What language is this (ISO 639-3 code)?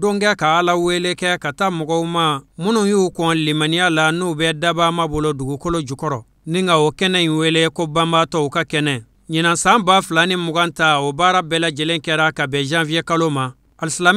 bam